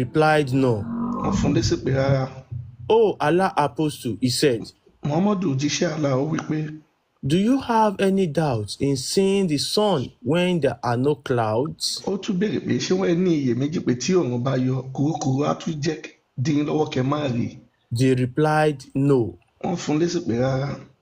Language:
Yoruba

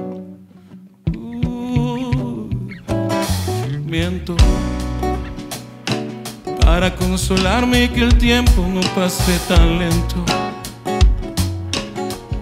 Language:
Spanish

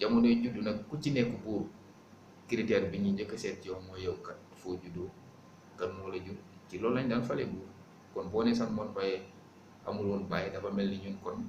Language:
Wolof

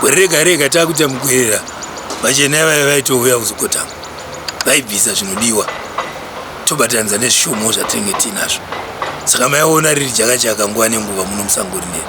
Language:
Shona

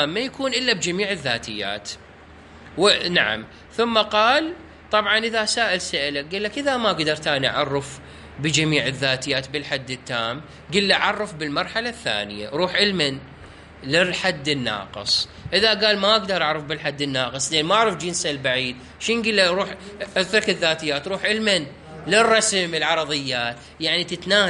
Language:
Mesopotamian Arabic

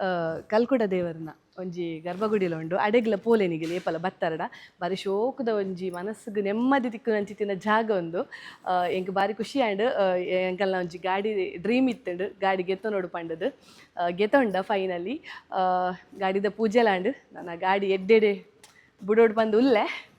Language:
Tulu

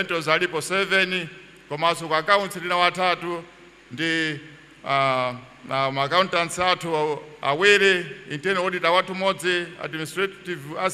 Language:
Nyanja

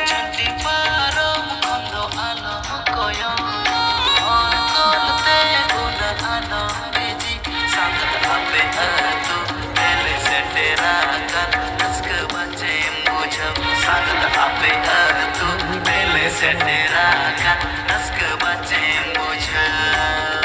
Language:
Santali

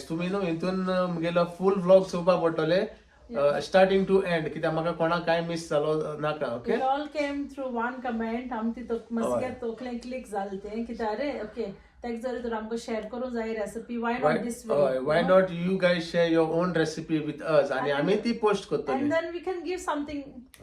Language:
Konkani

